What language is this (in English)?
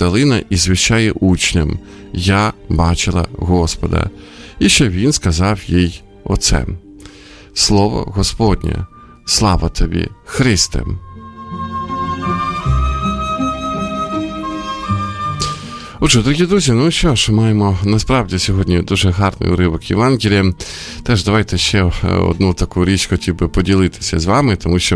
Ukrainian